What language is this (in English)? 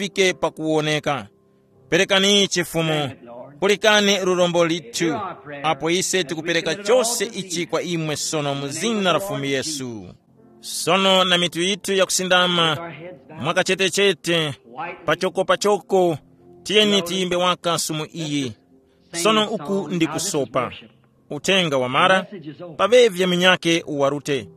Tumbuka